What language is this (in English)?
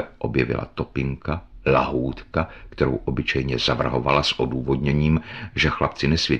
Czech